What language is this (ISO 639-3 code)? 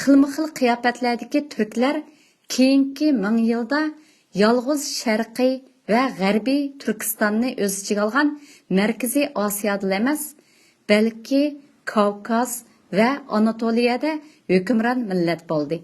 uig